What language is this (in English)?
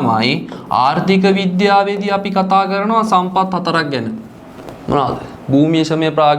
Sinhala